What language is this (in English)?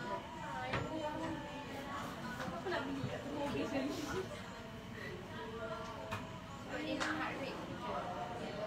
Malay